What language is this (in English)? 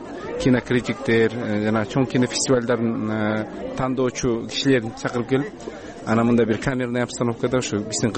Kyrgyz